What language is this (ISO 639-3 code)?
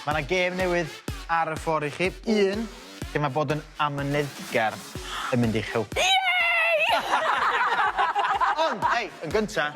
cym